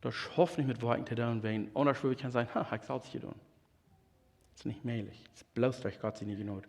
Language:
Plautdietsch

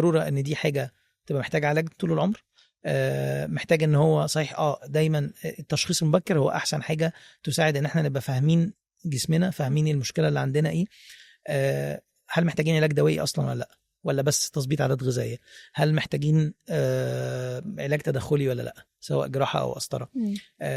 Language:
Egyptian Arabic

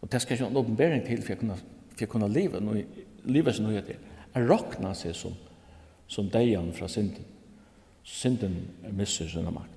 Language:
Faroese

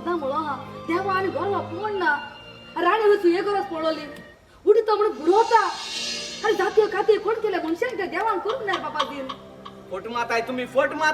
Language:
Konkani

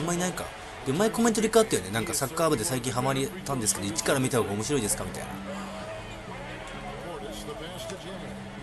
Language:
Japanese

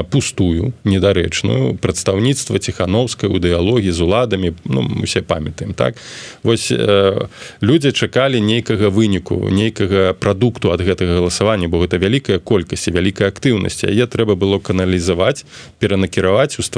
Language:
Belarusian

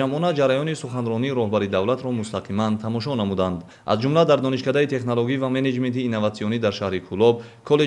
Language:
Tajik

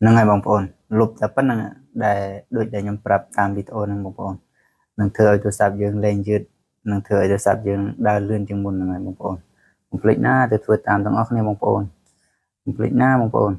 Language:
Khmer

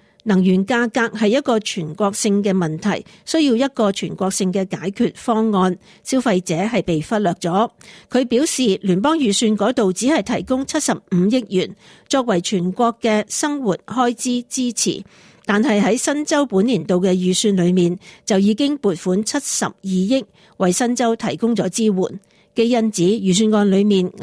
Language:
Cantonese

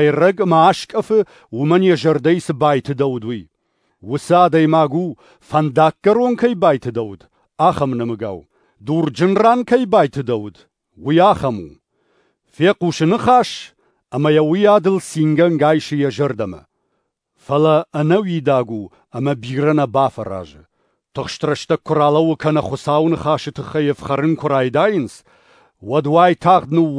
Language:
Ossetic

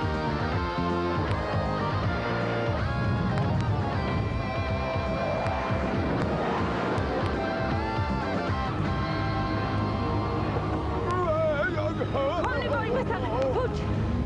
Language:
Swedish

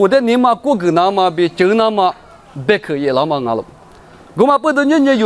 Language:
Lisu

